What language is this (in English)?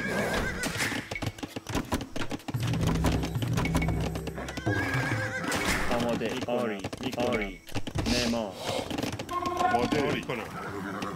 Persian